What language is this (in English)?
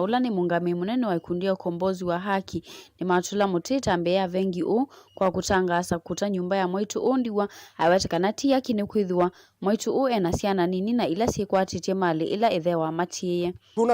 Kamba